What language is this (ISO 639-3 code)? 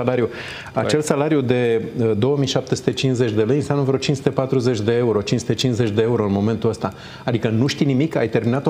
ron